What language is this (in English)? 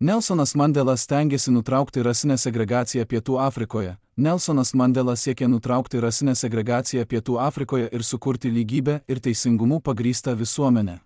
Lithuanian